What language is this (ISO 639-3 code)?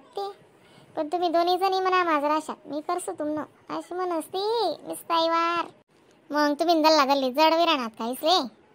khn